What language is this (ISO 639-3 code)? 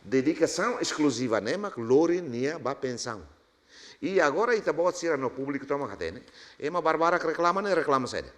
tet